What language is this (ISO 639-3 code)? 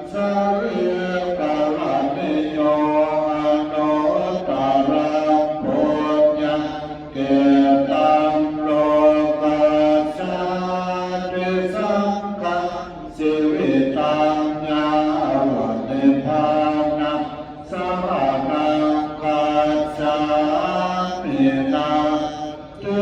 pli